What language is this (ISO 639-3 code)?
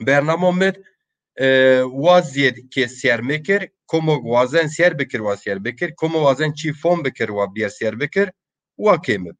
zza